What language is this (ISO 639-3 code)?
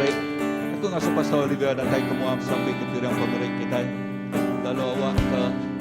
iba